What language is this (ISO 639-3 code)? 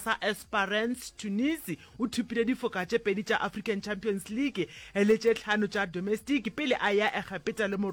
nso